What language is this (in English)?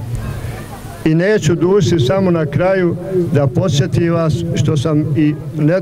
Bosnian